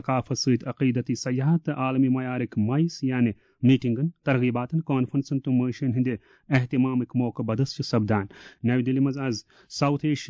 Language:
Kashmiri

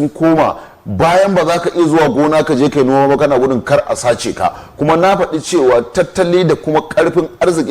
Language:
Hausa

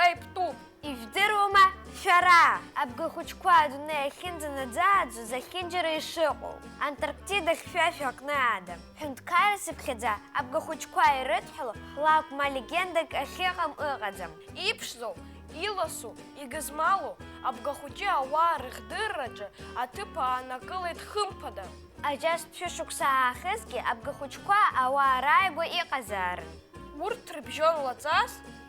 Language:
Abkhazian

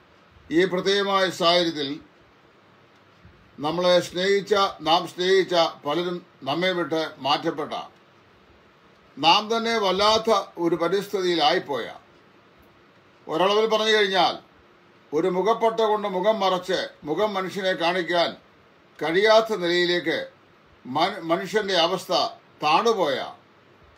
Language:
Malayalam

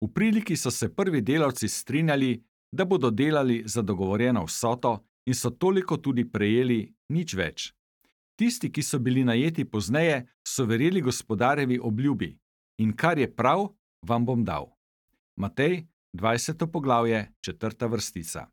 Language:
Slovenian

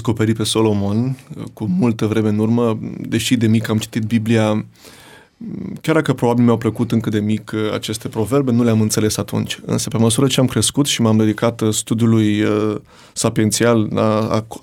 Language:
Romanian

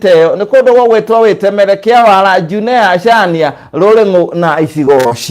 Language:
Kikuyu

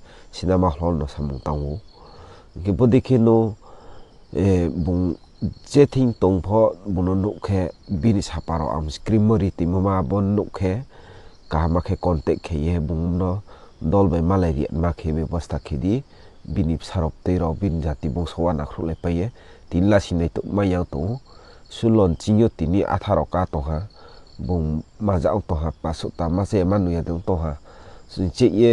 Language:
Riang (India)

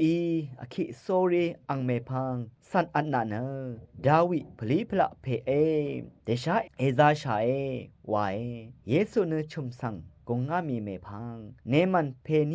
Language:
Rawang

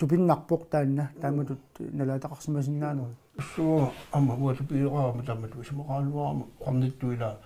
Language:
Kalaallisut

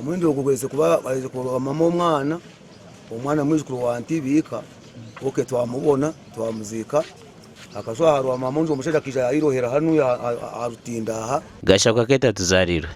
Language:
Nyankole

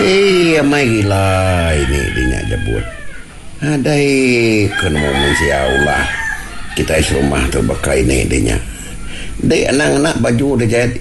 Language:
Iban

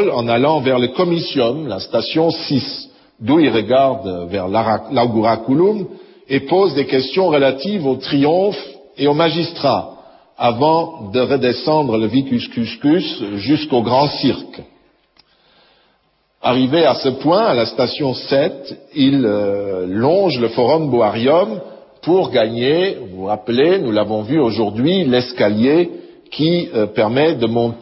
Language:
French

